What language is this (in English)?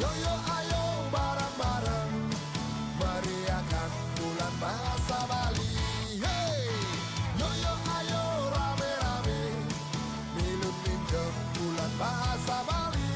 Balinese